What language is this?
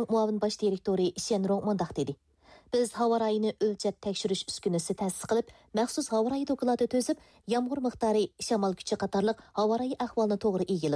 Uyghur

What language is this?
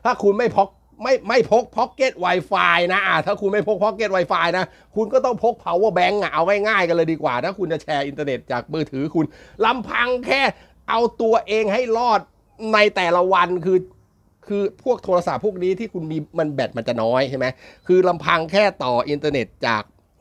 Thai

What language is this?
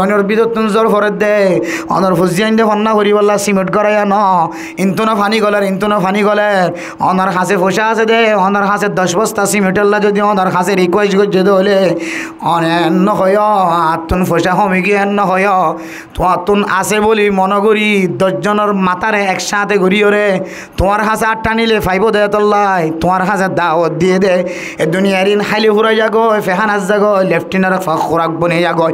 Rohingya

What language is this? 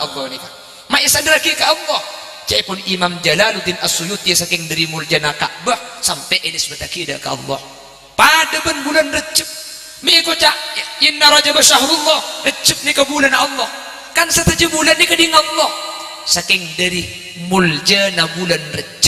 Madurese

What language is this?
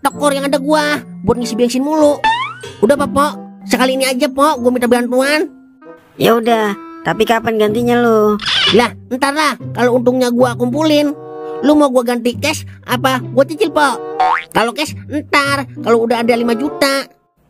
Betawi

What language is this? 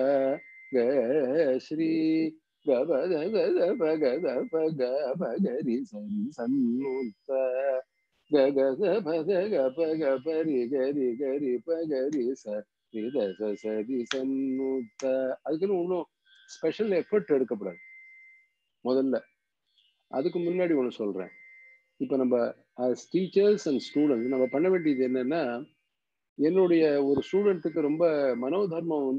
Tamil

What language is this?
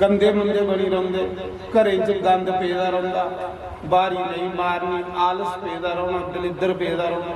Dogri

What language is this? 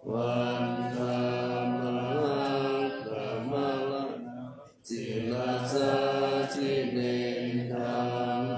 Pali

